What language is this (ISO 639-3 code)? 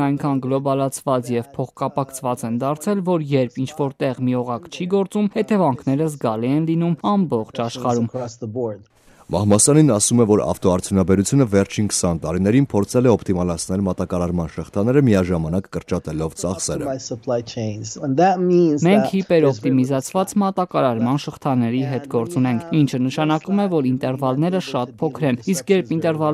hye